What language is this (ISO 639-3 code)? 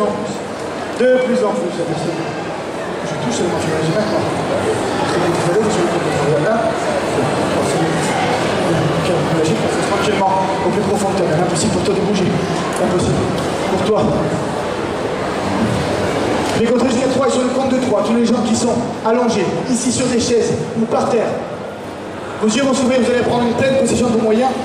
fra